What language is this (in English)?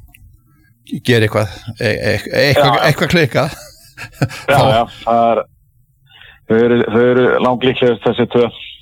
Icelandic